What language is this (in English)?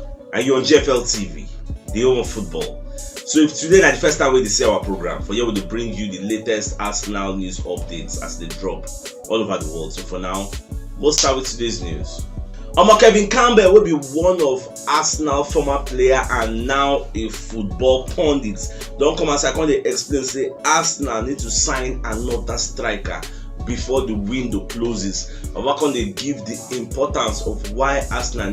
Nigerian Pidgin